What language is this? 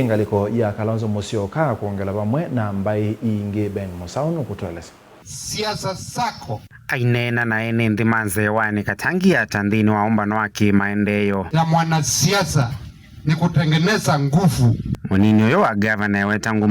Kamba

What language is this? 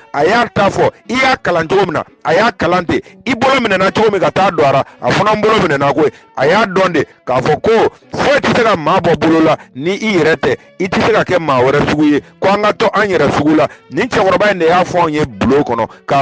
Bambara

